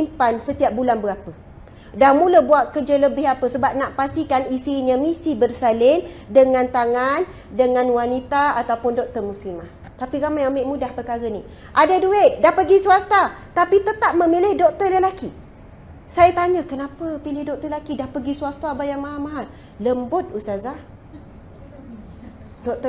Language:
Malay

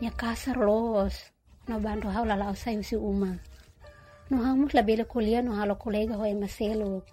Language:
Tetum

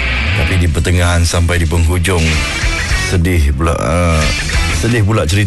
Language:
Malay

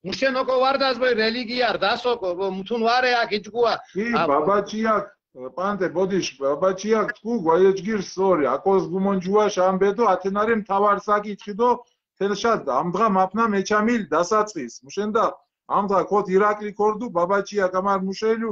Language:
Mingrelian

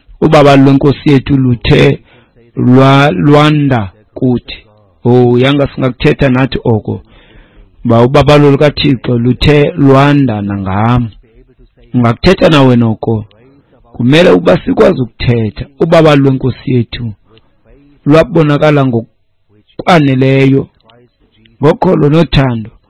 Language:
Xhosa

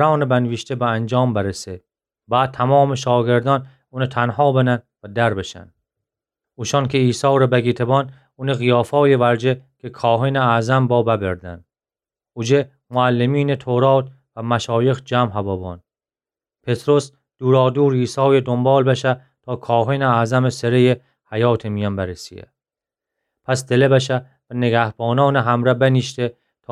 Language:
Gilaki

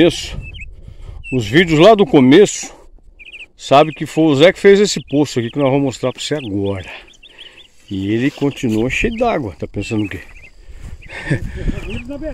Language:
Portuguese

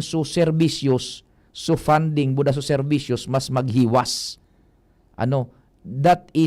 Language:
Bikol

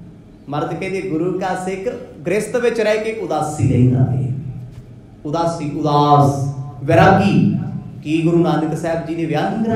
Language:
Punjabi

